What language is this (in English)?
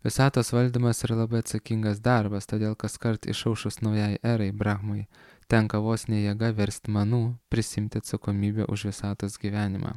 Lithuanian